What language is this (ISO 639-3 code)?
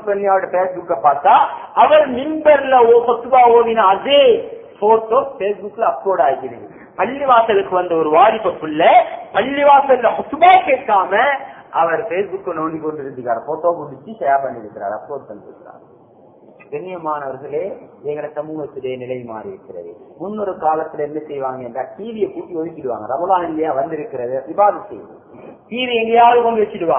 tam